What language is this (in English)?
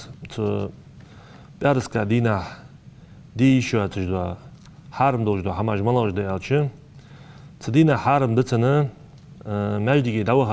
Ingush